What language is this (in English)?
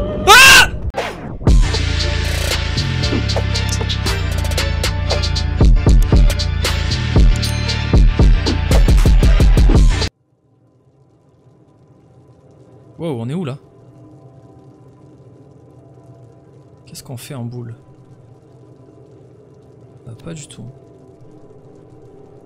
French